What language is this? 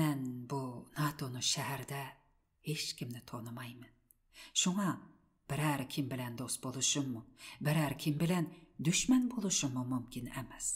Uyghur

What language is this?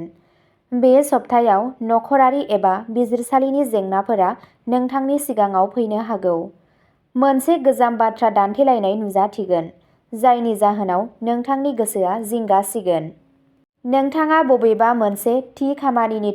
Bodo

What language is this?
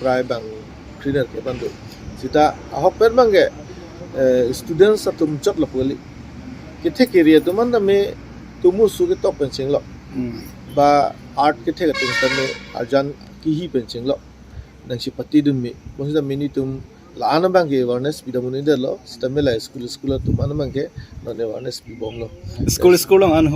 Karbi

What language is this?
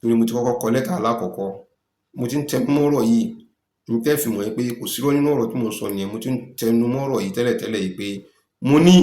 Yoruba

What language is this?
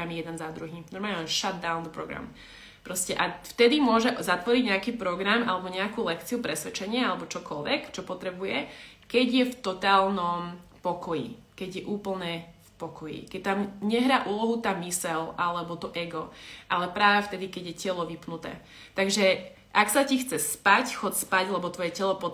Slovak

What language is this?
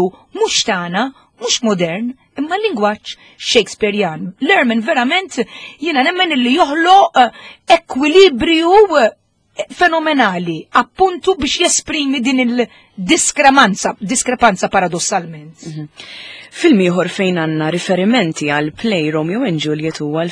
Maltese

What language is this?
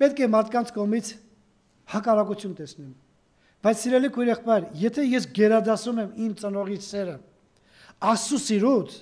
Armenian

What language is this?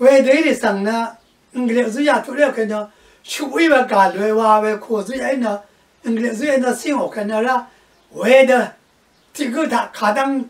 Rawang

